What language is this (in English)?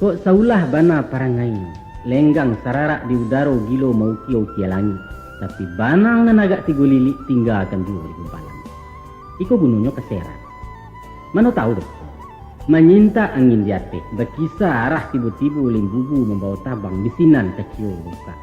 Minangkabau